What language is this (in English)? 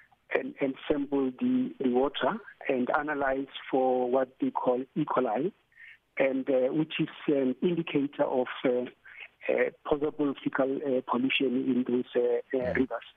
English